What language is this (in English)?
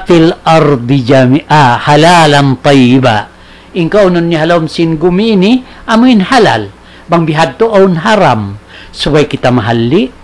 Tausug